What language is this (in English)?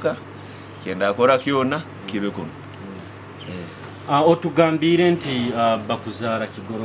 Nyoro